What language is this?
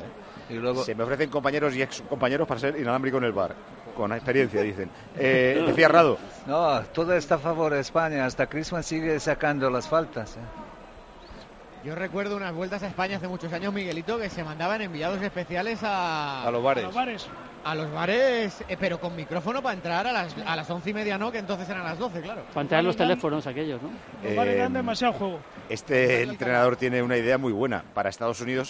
Spanish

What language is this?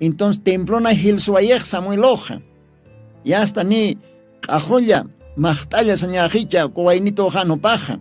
Aymara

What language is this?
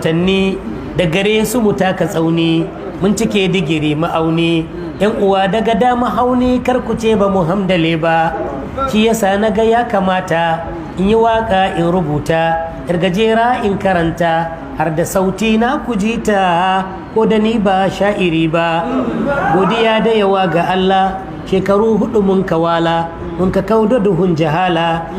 Hausa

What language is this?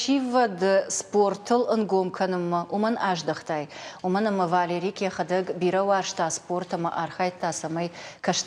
Ossetic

